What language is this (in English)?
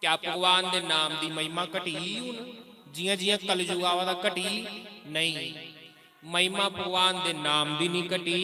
Dogri